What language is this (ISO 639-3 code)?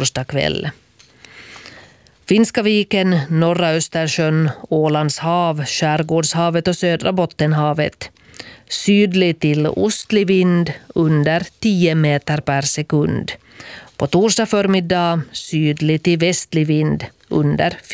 swe